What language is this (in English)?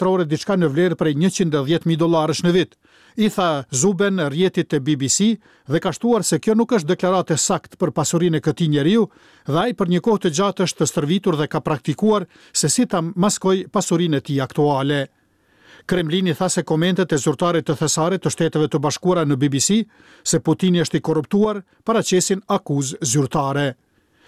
Albanian